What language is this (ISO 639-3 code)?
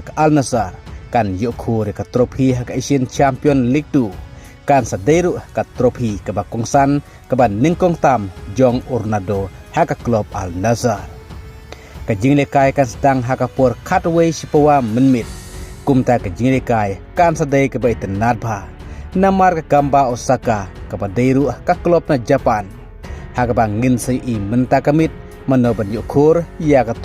kha